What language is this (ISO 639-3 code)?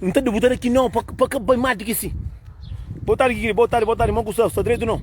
kea